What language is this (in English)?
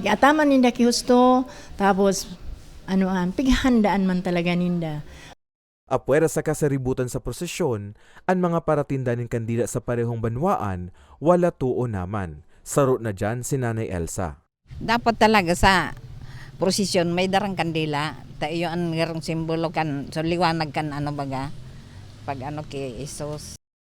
Bikol